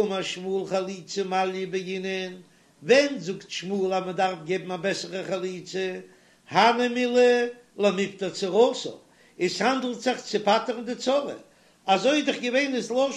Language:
Yiddish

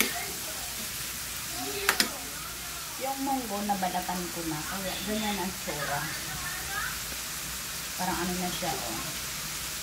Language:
Filipino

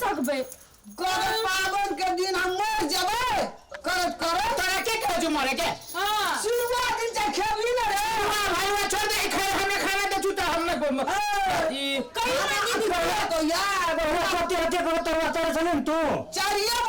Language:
Maithili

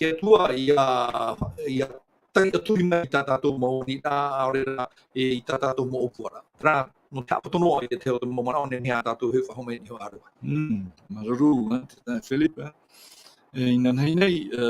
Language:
Tahitian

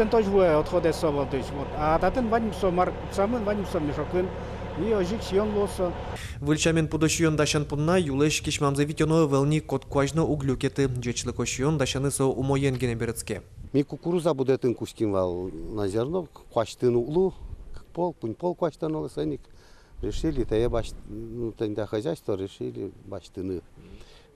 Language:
Udmurt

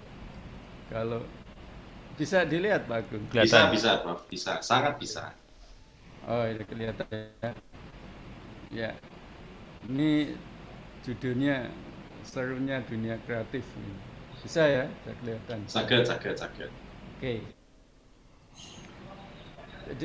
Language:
Indonesian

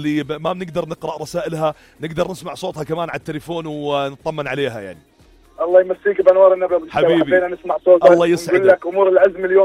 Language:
North Levantine Arabic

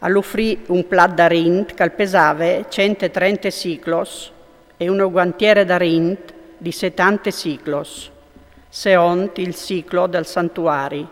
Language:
Friulian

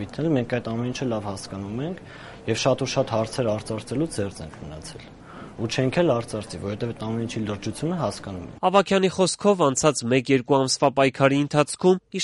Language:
Armenian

